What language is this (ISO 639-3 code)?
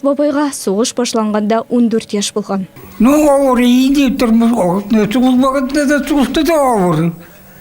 tat